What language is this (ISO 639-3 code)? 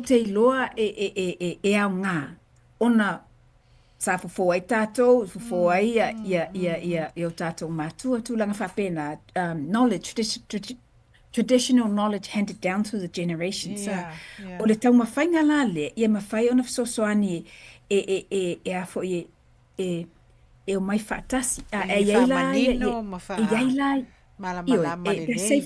smo